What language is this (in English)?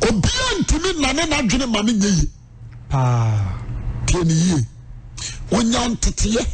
Akan